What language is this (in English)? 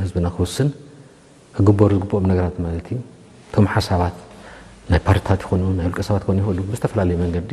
Tigrinya